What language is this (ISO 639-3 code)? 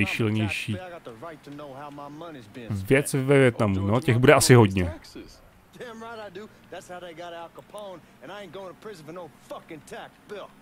ces